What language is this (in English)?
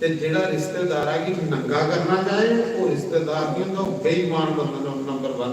Dogri